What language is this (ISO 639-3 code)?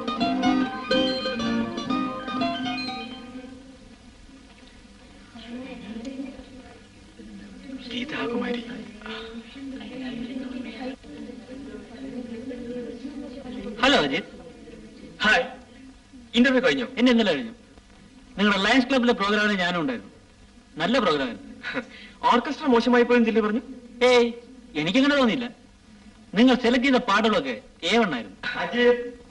mal